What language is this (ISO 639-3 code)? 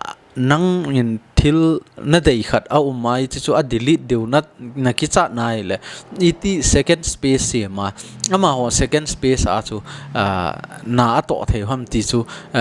tcz